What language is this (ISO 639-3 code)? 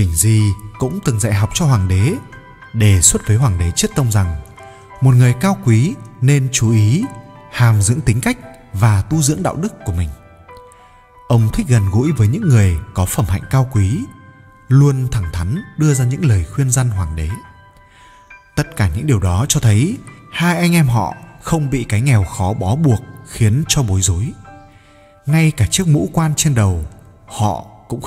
vie